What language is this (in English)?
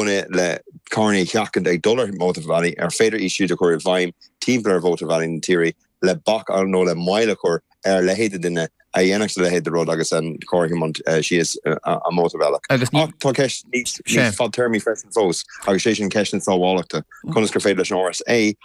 Irish